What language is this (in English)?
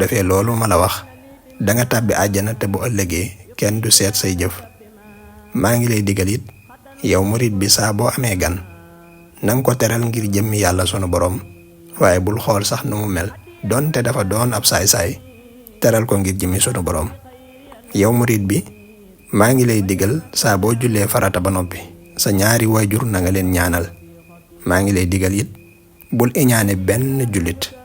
Wolof